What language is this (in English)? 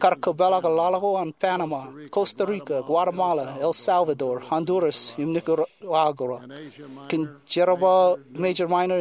Marshallese